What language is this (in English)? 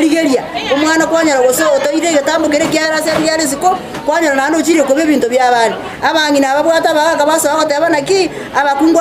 Gusii